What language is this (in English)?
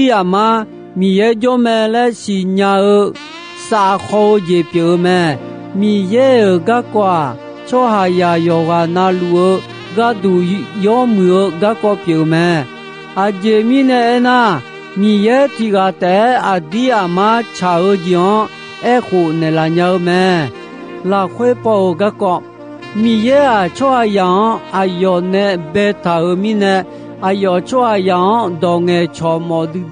Akha